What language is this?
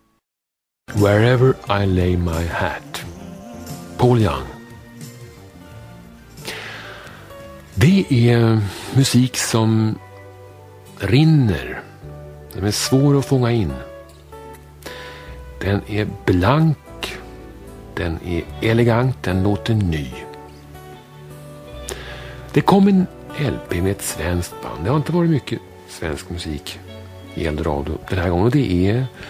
Swedish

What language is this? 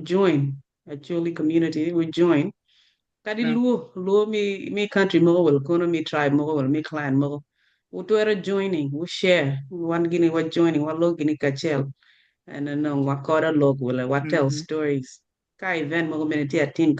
Acoli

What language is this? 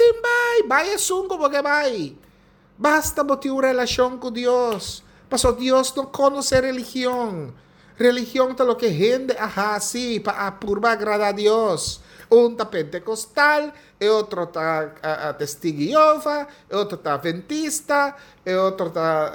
Papiamento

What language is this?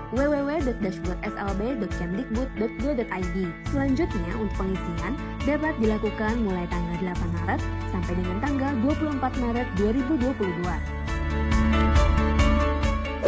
Indonesian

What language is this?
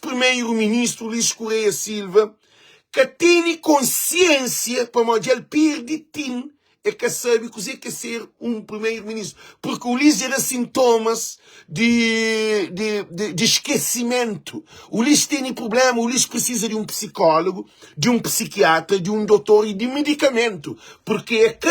Kabuverdianu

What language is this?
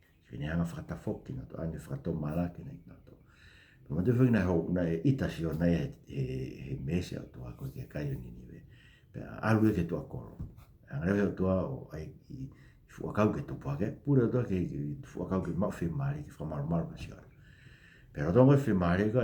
Tongan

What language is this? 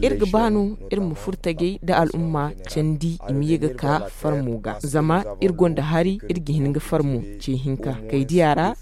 Zarma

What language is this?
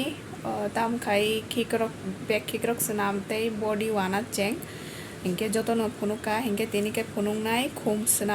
Kok Borok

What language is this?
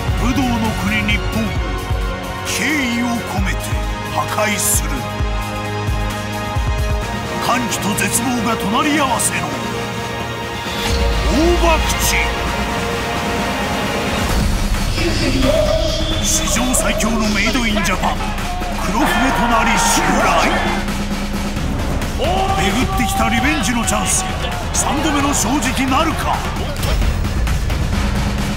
Japanese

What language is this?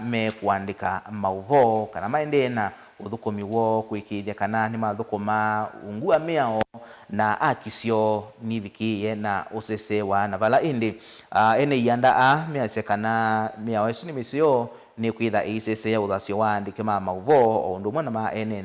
Kamba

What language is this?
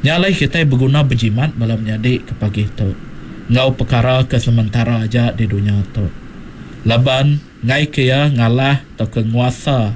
Iban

